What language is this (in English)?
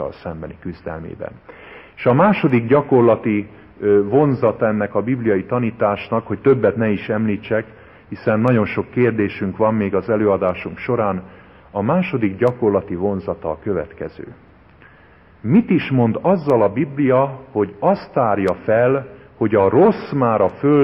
Hungarian